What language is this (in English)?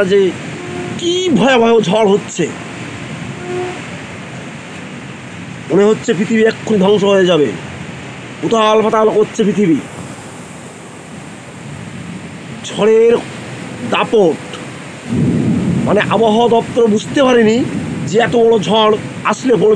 Bangla